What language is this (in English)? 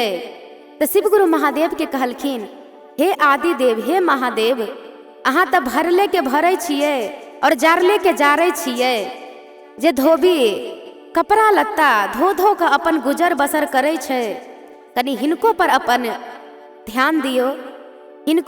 Maithili